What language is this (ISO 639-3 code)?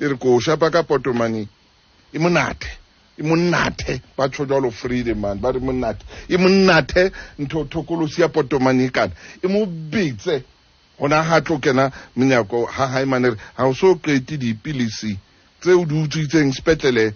sot